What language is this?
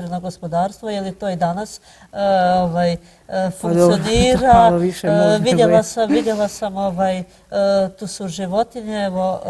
Croatian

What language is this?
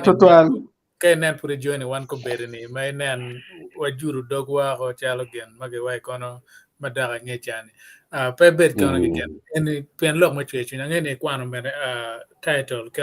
Acoli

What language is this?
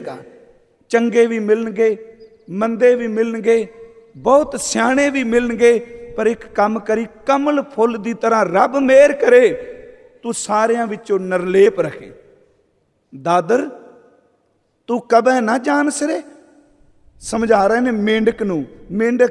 Punjabi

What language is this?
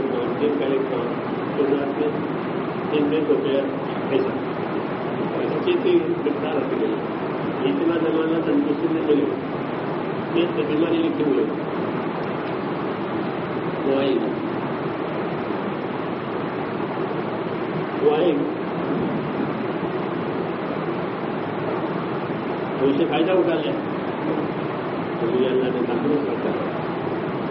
Urdu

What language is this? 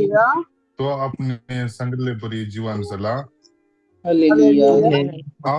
Konkani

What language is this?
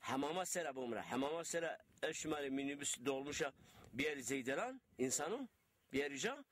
Zaza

